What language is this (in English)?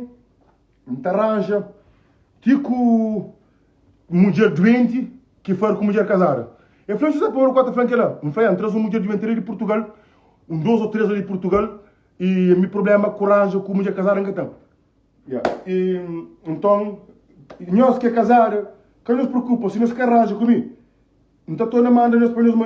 Kabuverdianu